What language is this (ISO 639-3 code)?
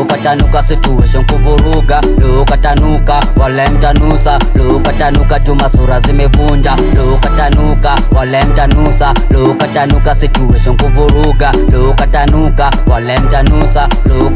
swa